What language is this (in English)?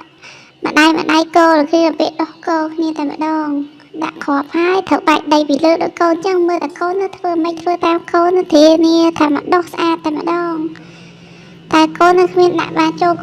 Khmer